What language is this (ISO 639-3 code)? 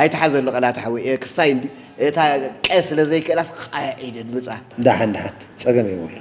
tir